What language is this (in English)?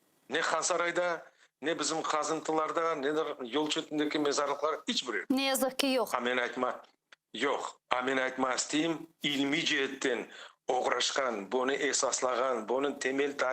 Crimean Tatar